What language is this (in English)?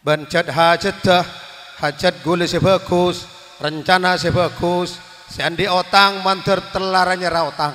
Madurese